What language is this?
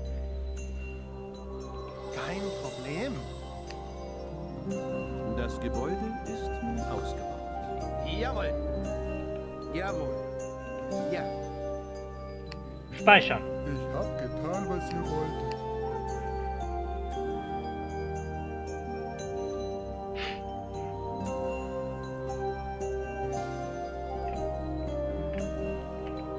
German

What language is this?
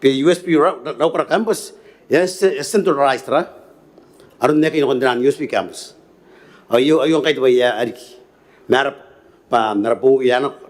Gilbertese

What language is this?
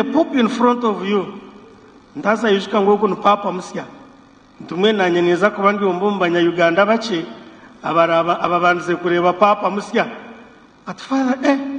Nyankole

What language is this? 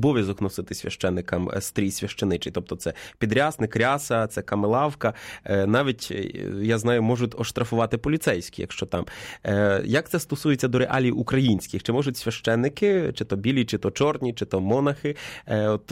Ukrainian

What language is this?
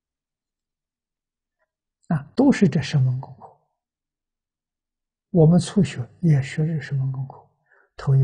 Chinese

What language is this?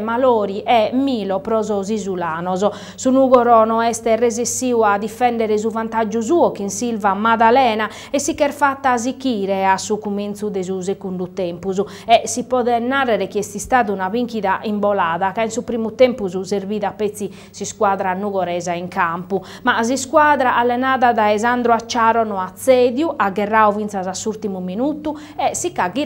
Sardinian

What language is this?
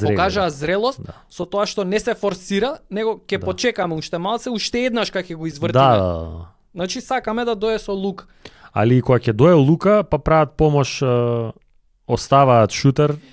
Macedonian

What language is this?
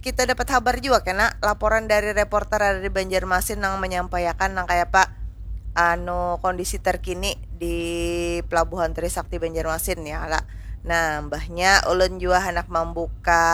Banjar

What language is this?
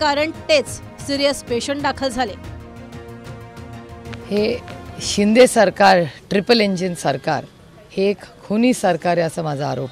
Marathi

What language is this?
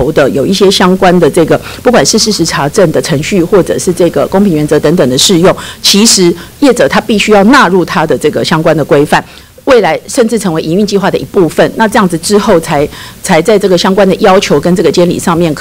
Chinese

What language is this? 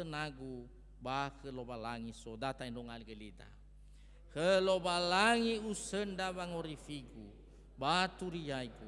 Nias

